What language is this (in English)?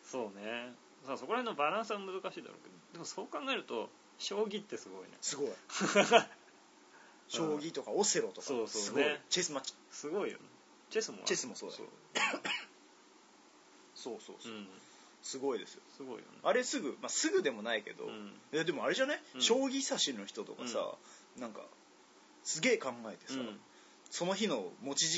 Japanese